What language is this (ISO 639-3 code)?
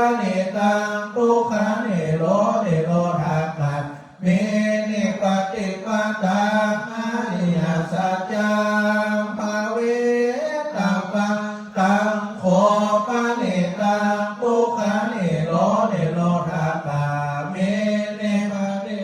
pli